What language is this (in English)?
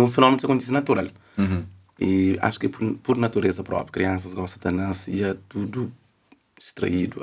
Kabuverdianu